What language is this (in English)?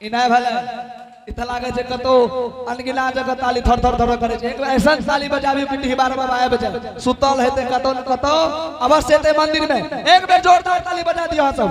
Angika